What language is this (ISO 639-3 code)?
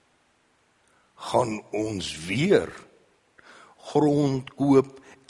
afr